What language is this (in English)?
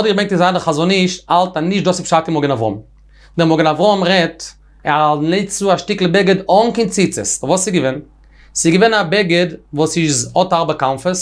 Yiddish